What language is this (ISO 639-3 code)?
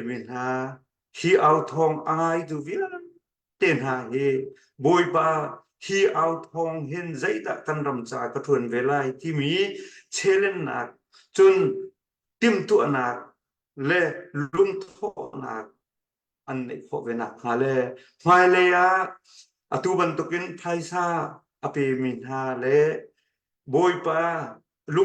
cnh